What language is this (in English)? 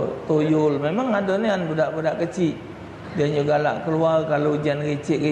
Musi